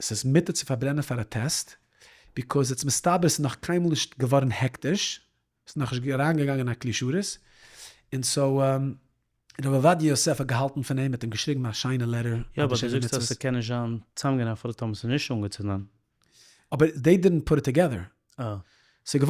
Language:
Yiddish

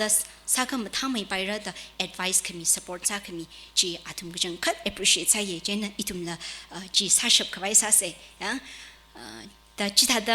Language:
Tangkhul Naga (India)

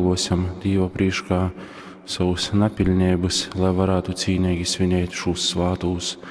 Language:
Latgalian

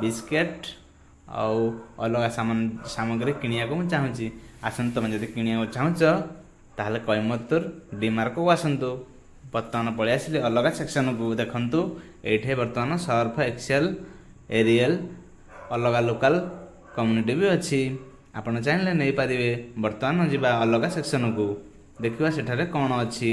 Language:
Odia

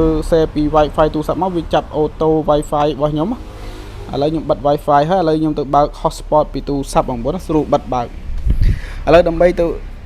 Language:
Khmer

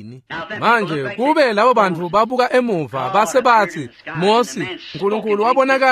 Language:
Swati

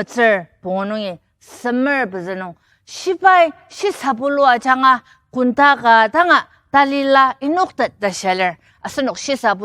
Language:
Ao Naga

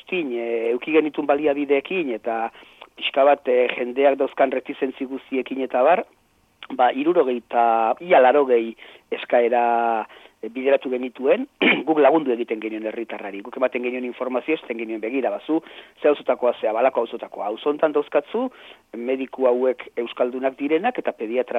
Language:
Basque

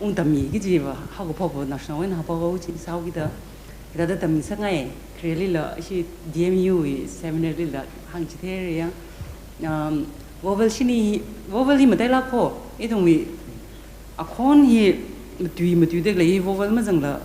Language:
Tangkhul Naga (India)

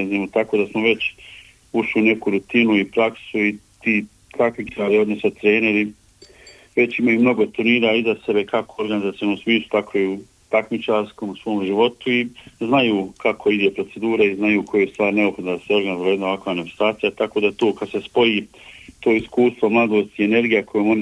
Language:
Bosnian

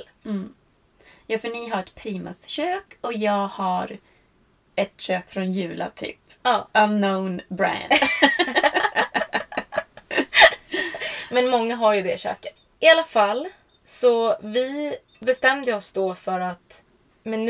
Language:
Swedish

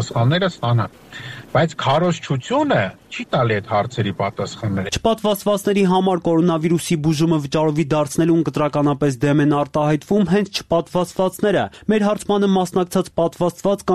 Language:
Armenian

